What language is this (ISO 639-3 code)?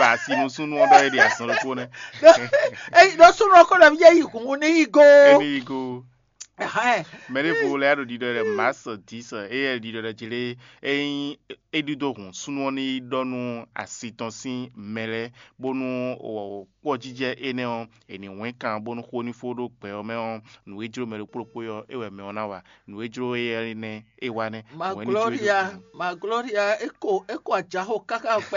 fon